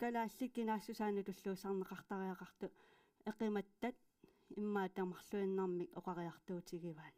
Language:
Kalaallisut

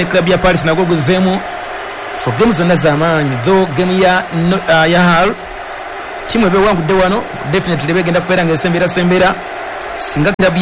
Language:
Ganda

